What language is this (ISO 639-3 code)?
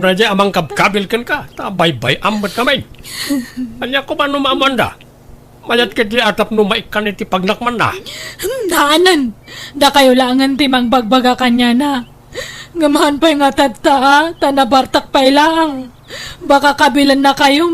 ilo